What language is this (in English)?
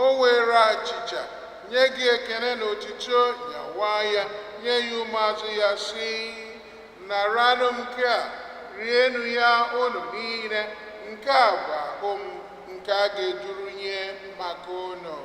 Igbo